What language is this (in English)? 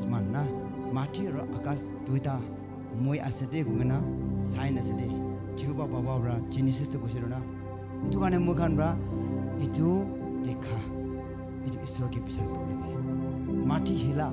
Naga Pidgin